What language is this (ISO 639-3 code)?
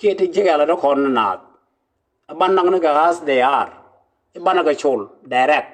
nus